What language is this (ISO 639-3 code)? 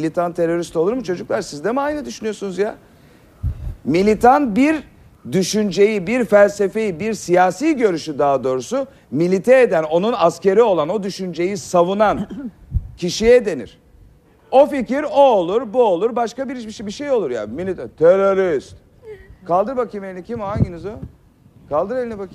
tur